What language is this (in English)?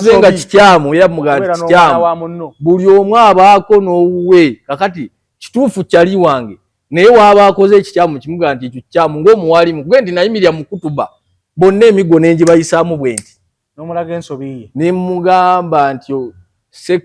Ganda